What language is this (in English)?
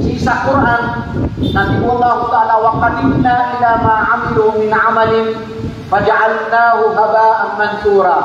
Maranao